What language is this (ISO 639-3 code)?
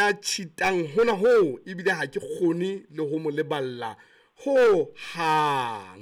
sot